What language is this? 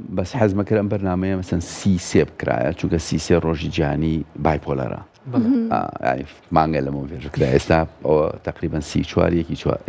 Central Kurdish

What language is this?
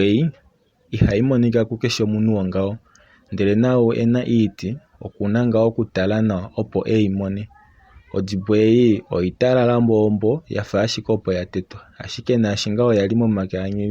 Kuanyama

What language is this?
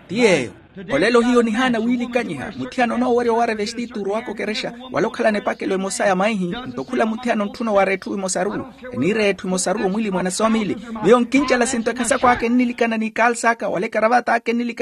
Makhuwa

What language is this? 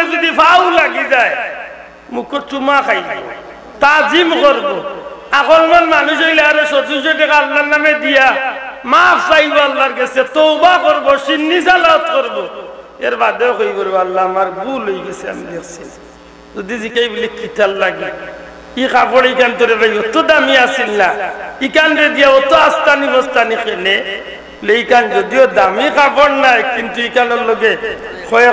Sylheti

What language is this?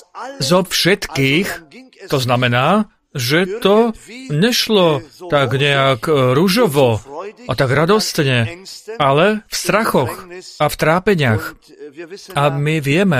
Slovak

